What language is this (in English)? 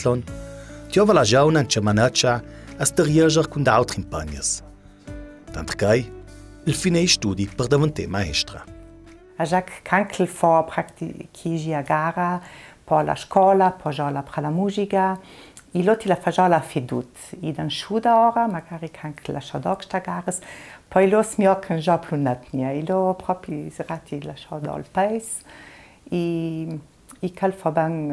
Ladin